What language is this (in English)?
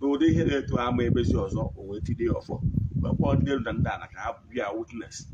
Igbo